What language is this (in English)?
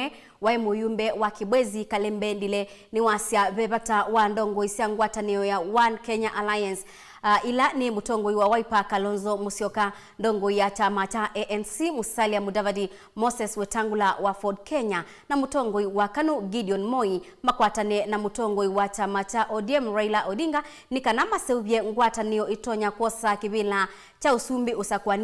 Kamba